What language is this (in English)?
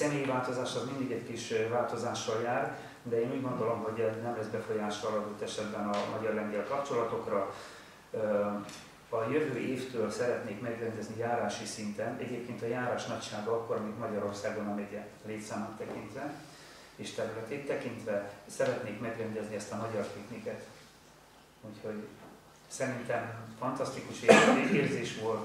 Hungarian